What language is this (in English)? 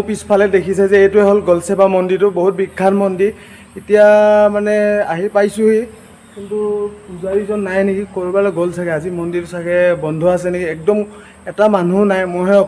Assamese